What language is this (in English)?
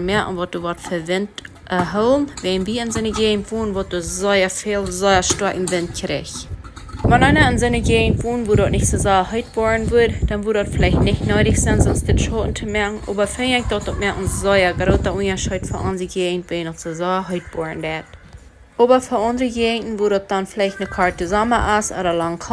Plautdietsch